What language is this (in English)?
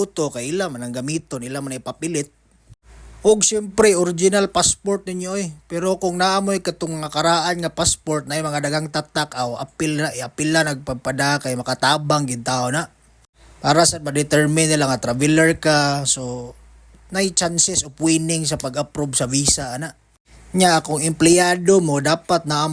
Cebuano